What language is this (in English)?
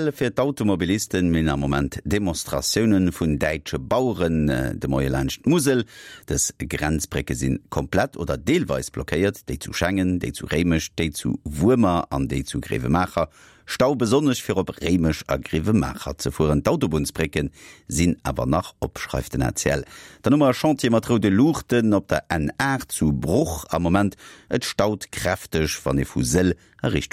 Luxembourgish